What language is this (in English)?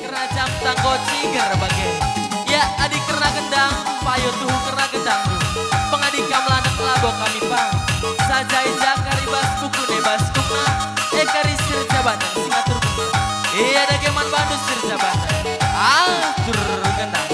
Batak Karo